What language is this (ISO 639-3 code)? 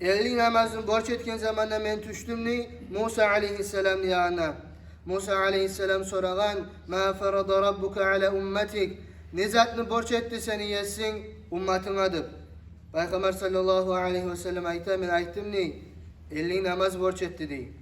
kum